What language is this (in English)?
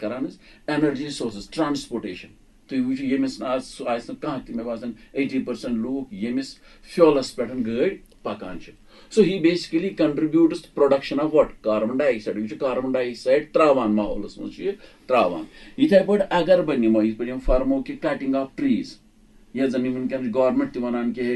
Kashmiri